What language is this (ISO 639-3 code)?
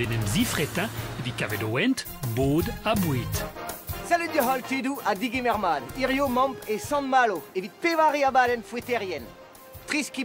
bre